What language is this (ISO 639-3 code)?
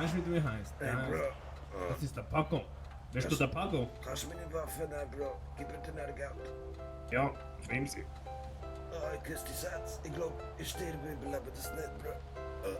gsw